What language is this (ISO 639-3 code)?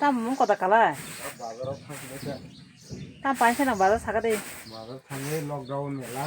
trp